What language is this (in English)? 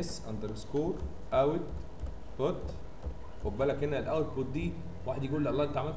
Egyptian Arabic